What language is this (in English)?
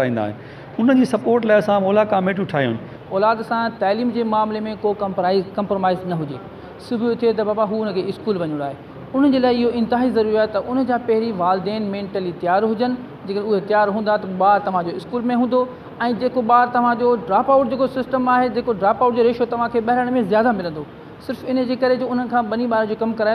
Sindhi